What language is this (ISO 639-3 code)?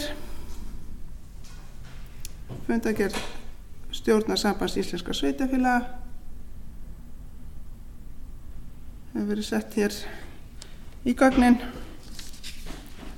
isl